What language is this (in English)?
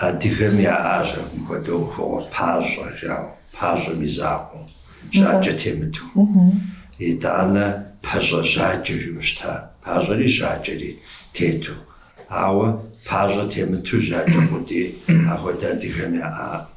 Kabardian